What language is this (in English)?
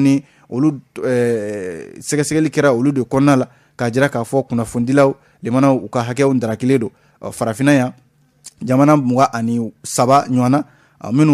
Bambara